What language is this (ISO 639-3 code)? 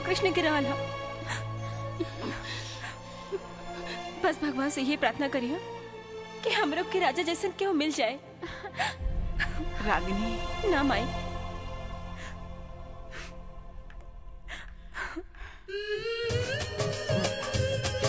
bho